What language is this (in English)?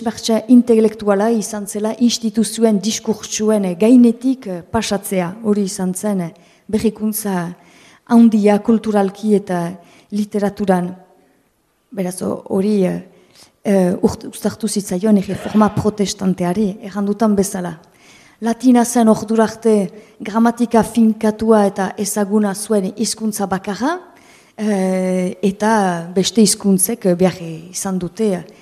Basque